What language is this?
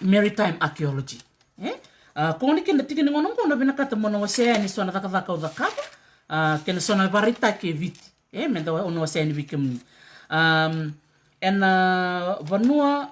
Fijian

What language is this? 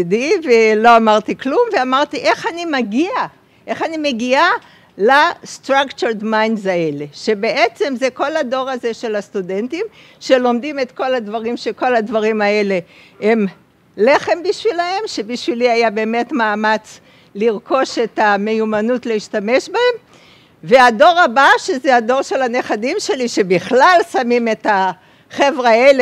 Hebrew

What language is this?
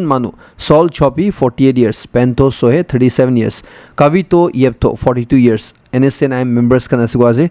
Naga Pidgin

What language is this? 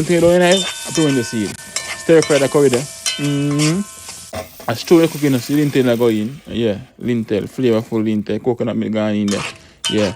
Jamaican Creole English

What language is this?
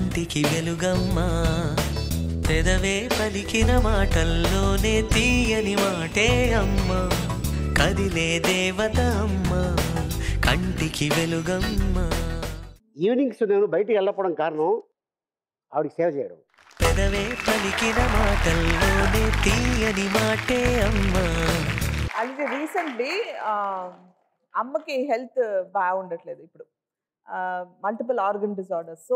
Telugu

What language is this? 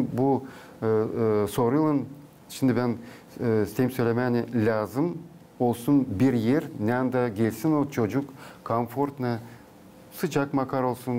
Gagauz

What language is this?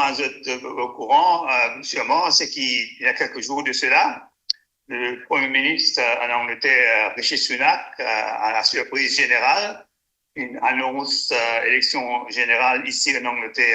Morisyen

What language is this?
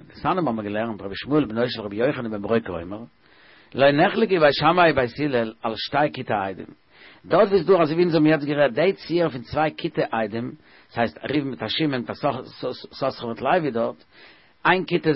Yiddish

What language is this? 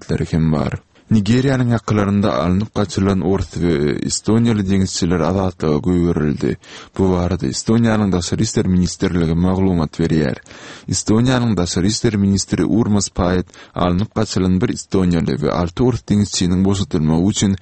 Turkmen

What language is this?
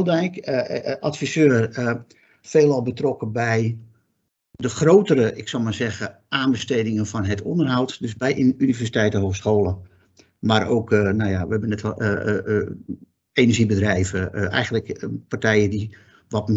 Dutch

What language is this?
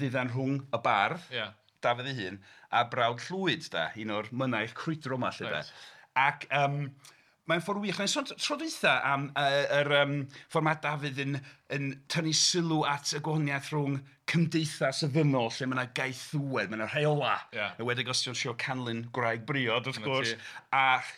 Welsh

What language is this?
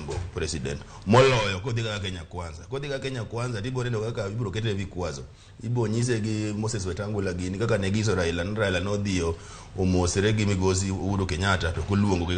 Luo (Kenya and Tanzania)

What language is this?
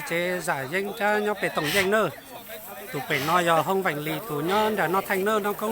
Hmong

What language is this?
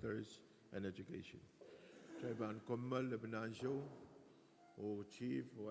Pohnpeian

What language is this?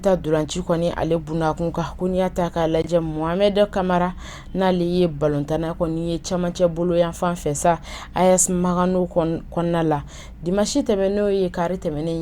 Bambara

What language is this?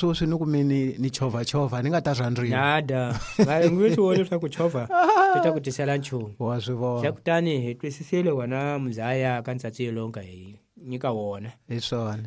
Tsonga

